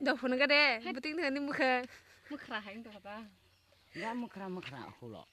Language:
Kok Borok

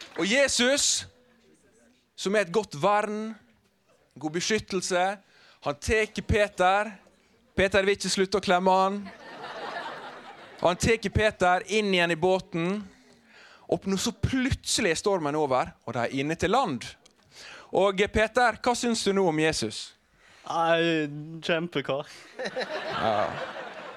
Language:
Norwegian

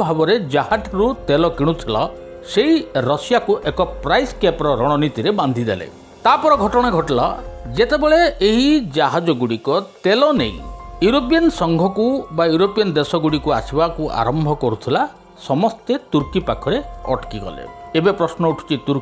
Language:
Odia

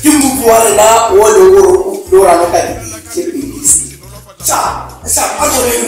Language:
Northern Sotho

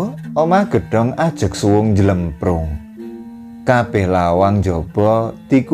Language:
Javanese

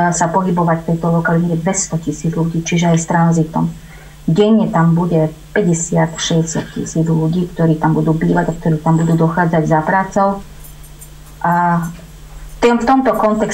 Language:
Slovak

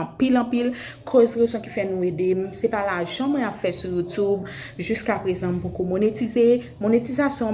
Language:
Haitian Creole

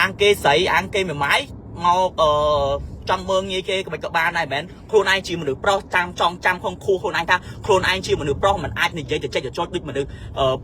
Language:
Khmer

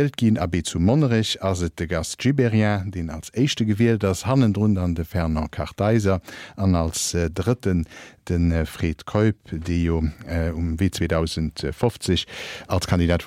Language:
Luxembourgish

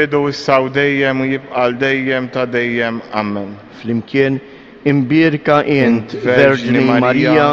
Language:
Maltese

